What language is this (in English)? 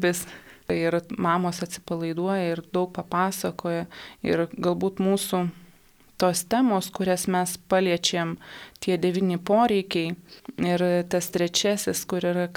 Lithuanian